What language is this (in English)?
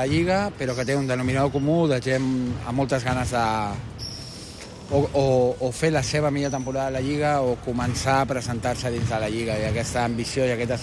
Catalan